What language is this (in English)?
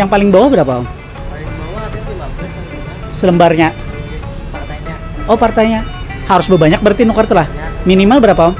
Banjar